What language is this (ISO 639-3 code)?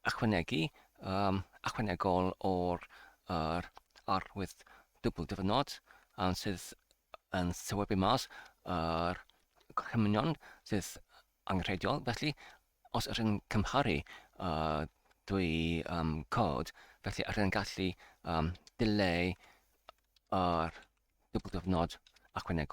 cym